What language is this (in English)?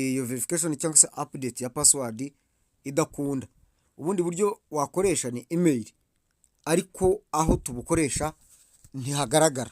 Kinyarwanda